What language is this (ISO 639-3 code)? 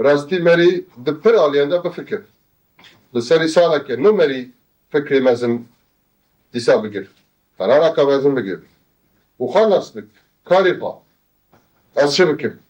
kur